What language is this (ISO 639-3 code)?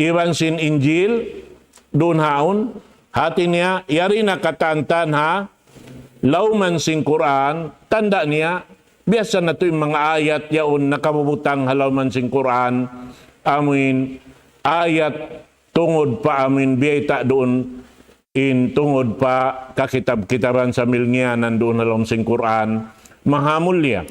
tsg